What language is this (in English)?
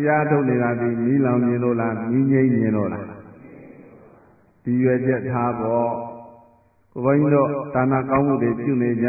Burmese